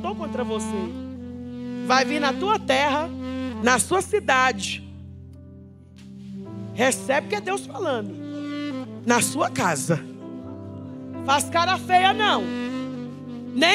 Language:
Portuguese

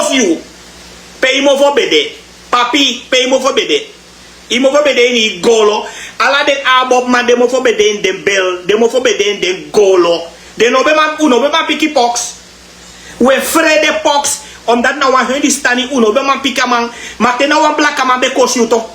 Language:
Sranan Tongo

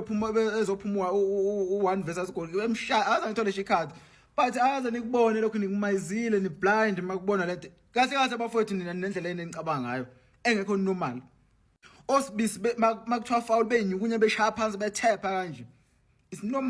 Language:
Zulu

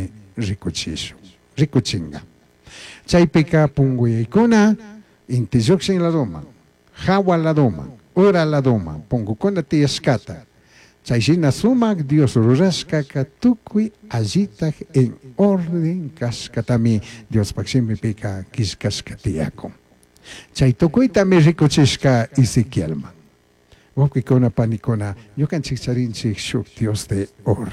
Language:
Chimborazo Highland Quichua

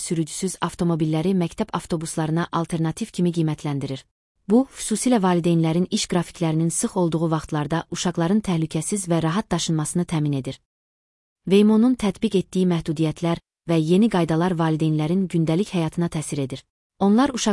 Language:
Azerbaijani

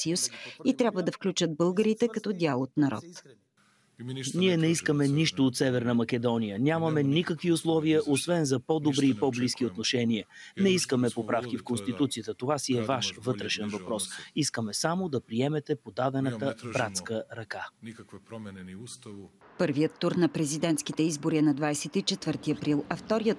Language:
Bulgarian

